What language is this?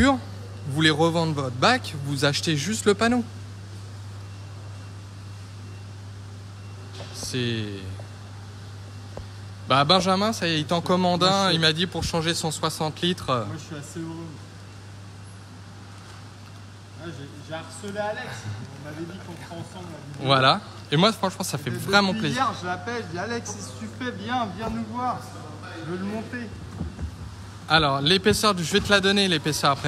French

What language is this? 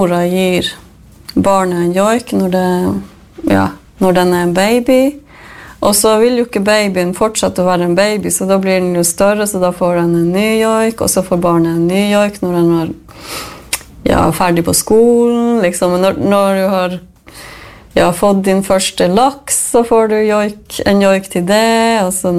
Norwegian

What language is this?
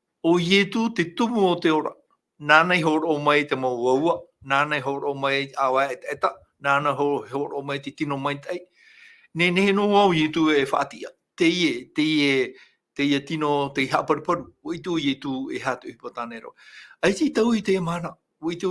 Tahitian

